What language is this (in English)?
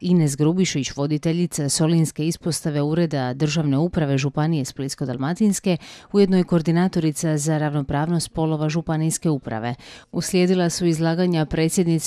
Croatian